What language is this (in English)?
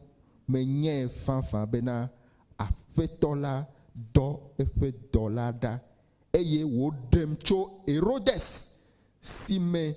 Ewe